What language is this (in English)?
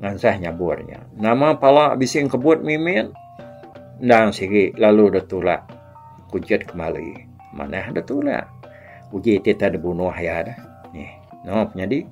Iban